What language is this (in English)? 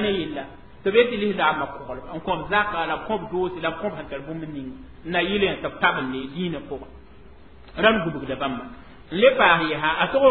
Mossi